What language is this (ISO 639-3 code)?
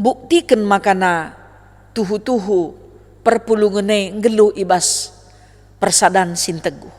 btx